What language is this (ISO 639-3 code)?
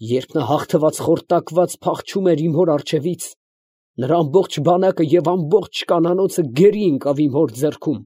hye